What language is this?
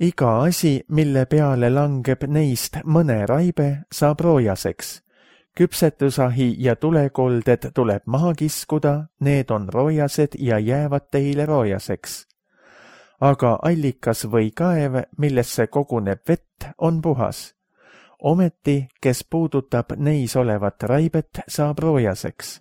Estonian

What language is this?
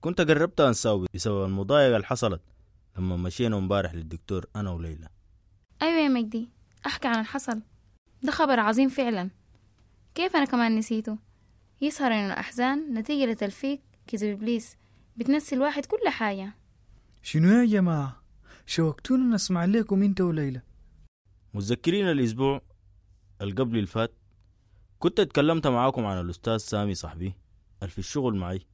Sudanese Arabic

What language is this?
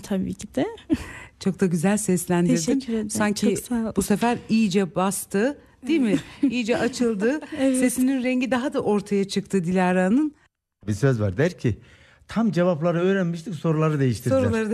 Turkish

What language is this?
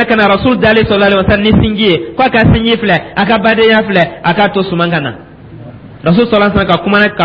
Dyula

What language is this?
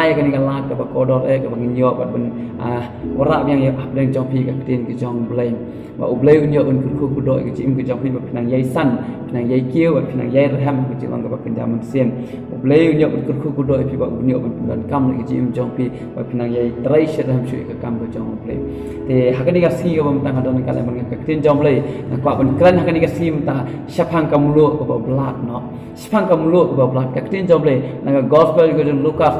Khasi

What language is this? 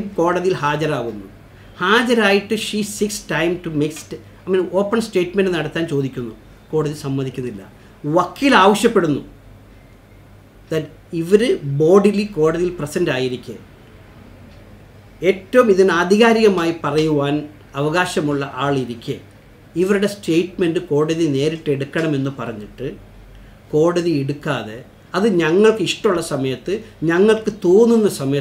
Malayalam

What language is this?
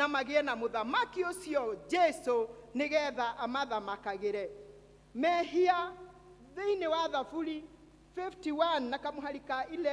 Kikuyu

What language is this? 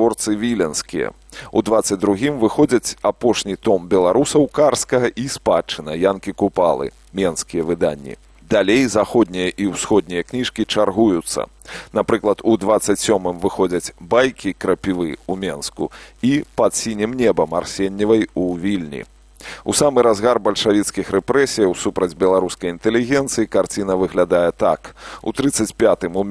Belarusian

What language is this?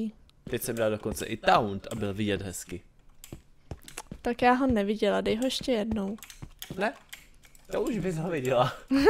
Czech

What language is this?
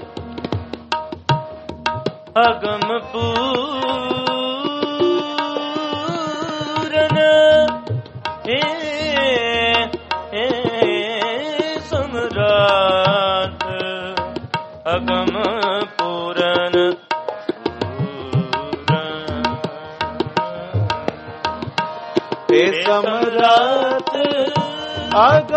Punjabi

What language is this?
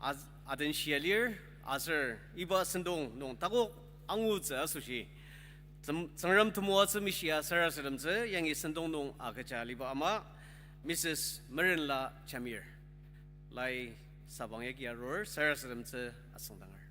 Ao Naga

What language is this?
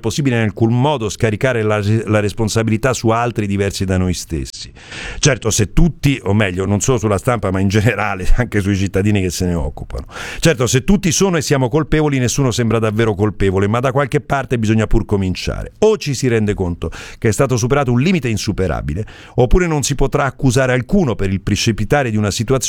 Italian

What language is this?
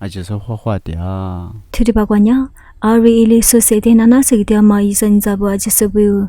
Lisu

